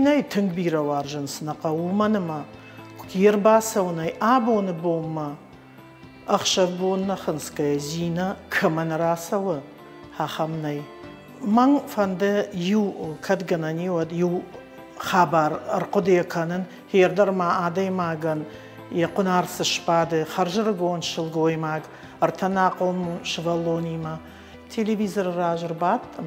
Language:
Ossetic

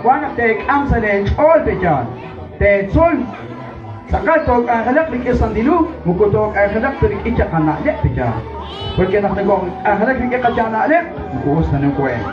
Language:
Kekchí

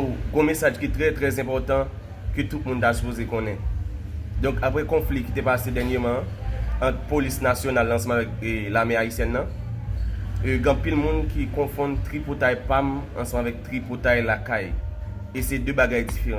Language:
Haitian Creole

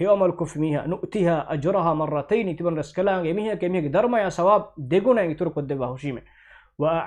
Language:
Divehi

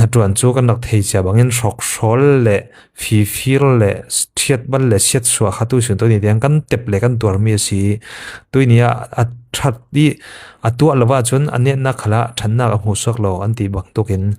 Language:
Falam Chin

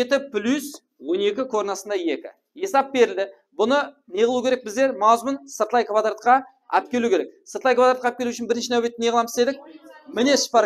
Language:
Kara-Kalpak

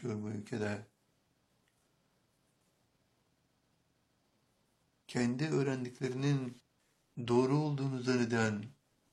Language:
Turkish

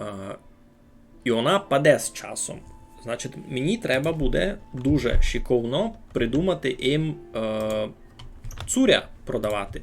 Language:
Rusyn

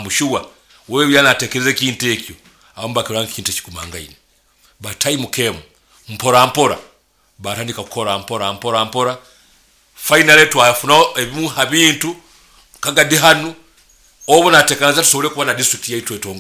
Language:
Nyoro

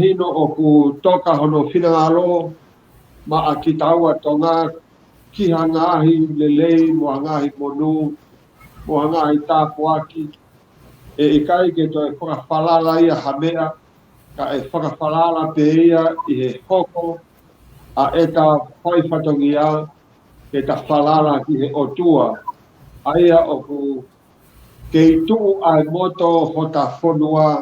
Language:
Tongan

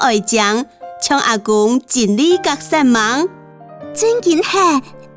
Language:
Hakka Chinese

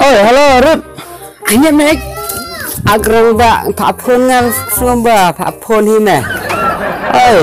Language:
Khasi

